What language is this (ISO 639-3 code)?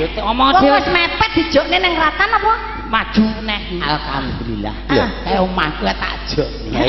jav